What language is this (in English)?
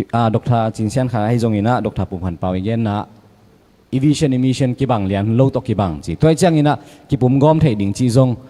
Tedim Chin